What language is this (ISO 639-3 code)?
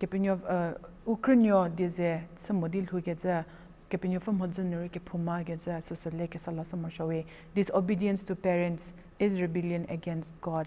njm